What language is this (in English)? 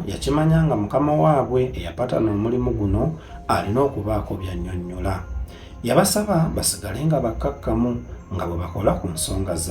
Ganda